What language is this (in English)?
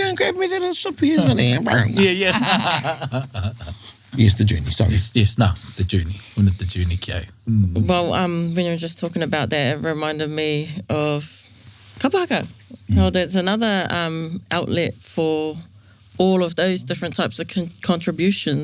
Māori